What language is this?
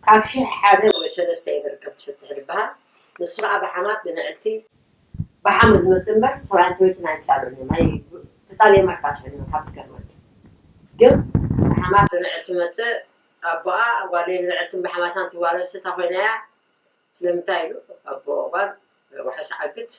Tigrinya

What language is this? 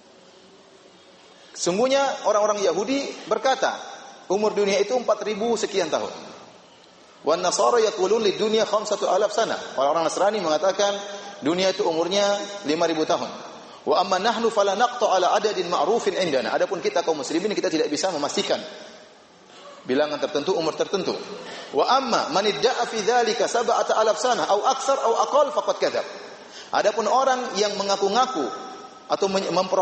Indonesian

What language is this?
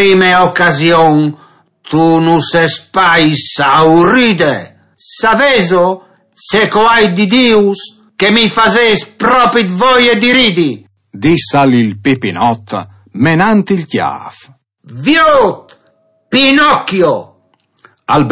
Friulian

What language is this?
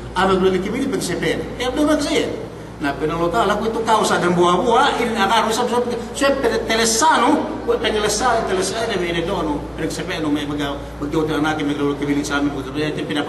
Yakan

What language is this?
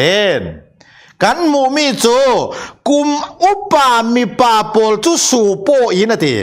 Falam Chin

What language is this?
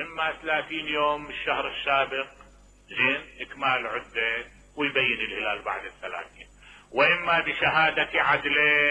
Mesopotamian Arabic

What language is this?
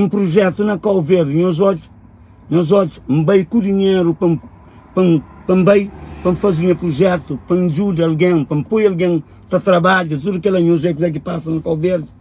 Kabuverdianu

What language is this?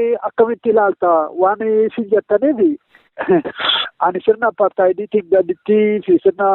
Oromo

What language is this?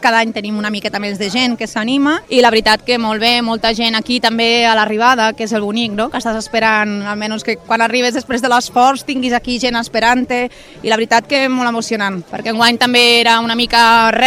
Catalan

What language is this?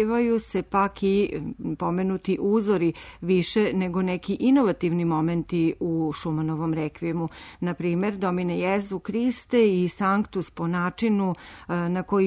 Serbian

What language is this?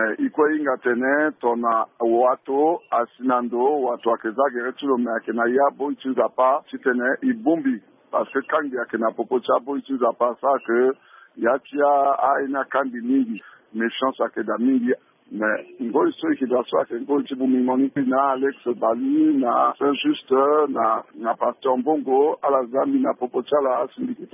Sango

